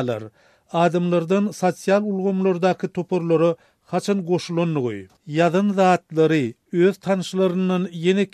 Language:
Turkmen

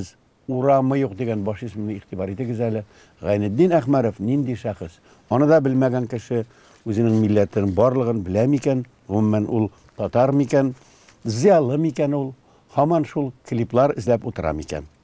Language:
Tatar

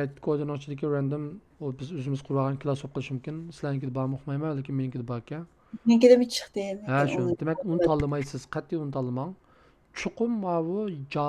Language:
Uyghur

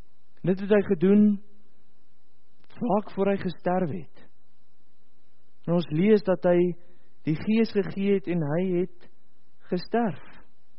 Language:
Afrikaans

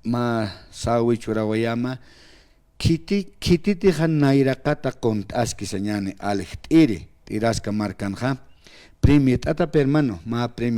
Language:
Aymara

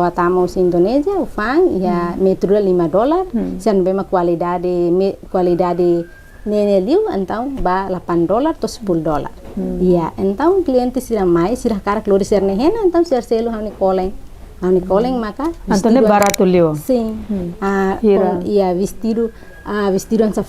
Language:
Tetum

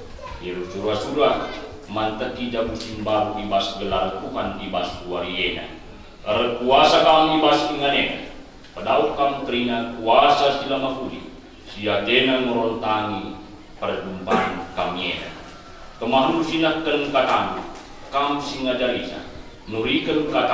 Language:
Batak Karo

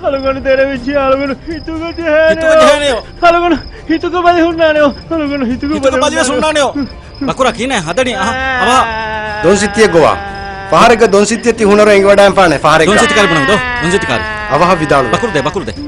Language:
Divehi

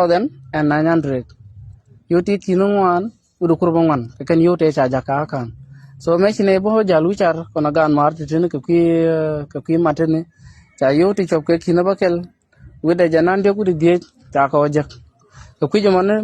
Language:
Nuer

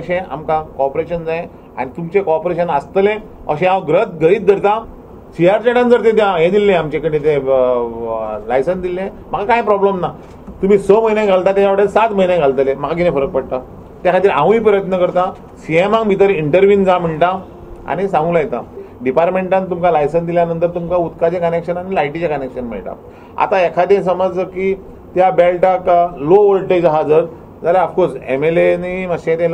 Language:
Konkani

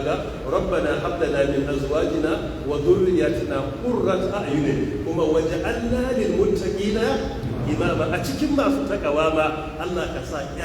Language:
Hausa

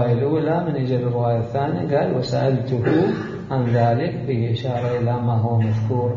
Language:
Mesopotamian Arabic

